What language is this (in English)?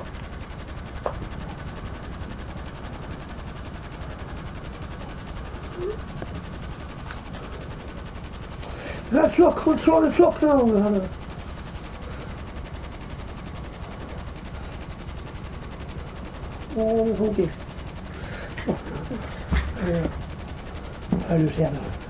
Swedish